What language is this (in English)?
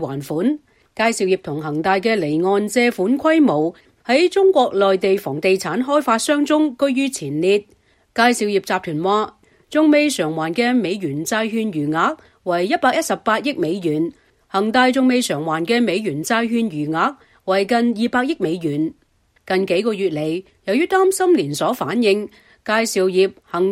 Cantonese